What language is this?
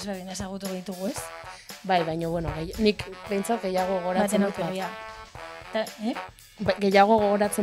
Basque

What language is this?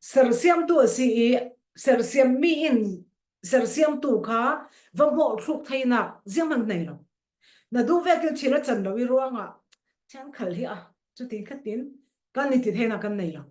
Falam Chin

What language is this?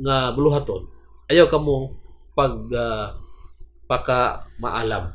Cebuano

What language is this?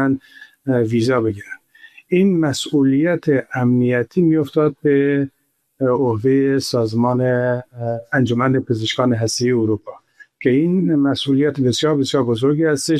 Persian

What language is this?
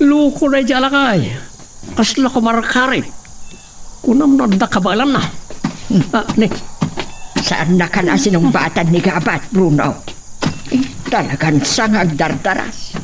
Iloko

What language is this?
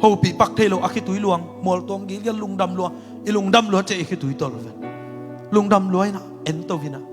Tedim Chin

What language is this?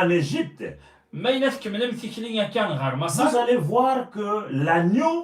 Kabyle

